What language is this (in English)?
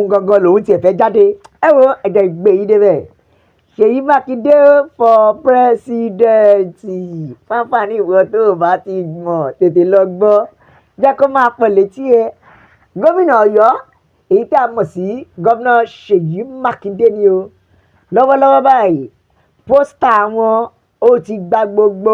Yoruba